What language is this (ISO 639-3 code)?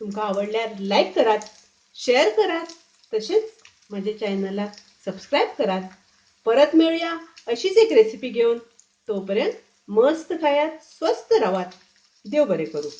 kok